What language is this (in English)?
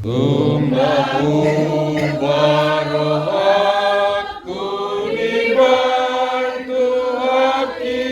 Batak Toba